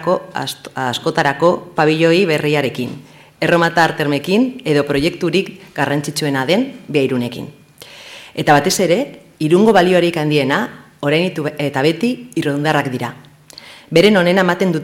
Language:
Basque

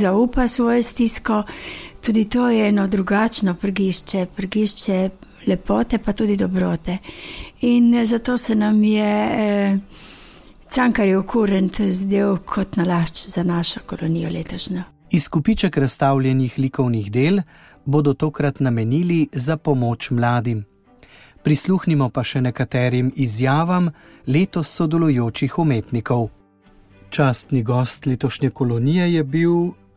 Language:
Slovenian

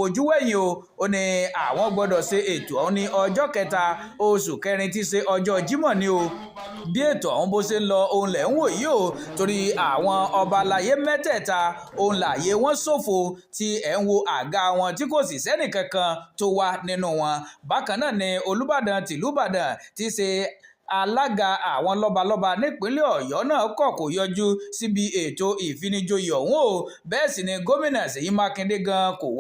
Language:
Yoruba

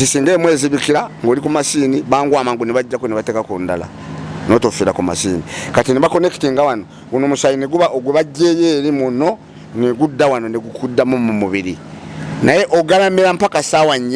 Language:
Ganda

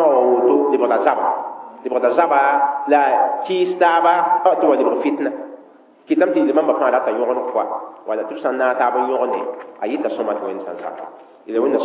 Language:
Mossi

